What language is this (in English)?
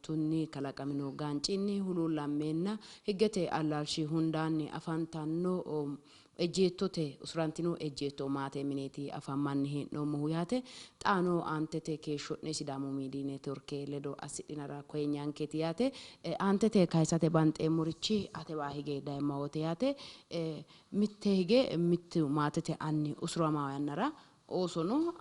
Sidamo